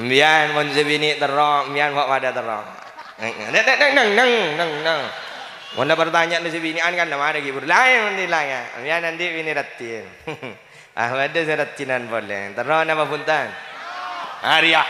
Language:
Madurese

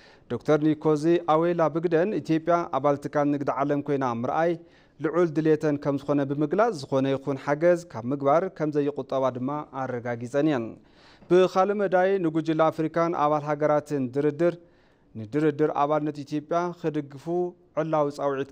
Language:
Tigrinya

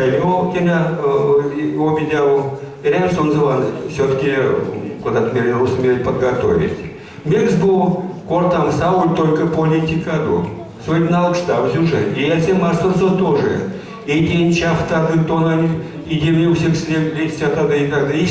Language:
Erzya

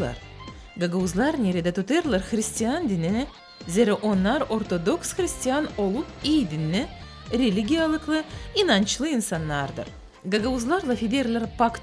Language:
Gagauz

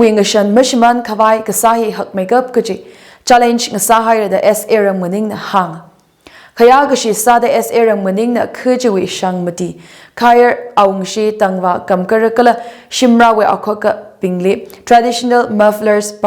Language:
Tangkhul Naga (India)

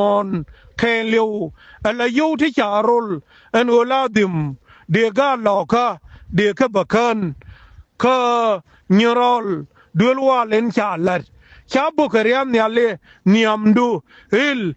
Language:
Nuer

